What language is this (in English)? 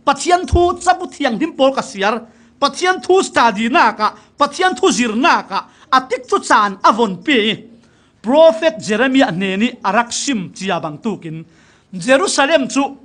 Falam Chin